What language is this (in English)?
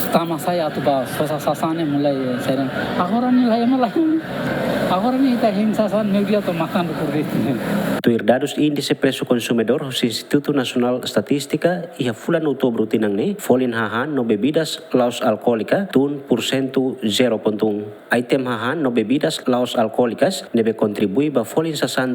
Tetum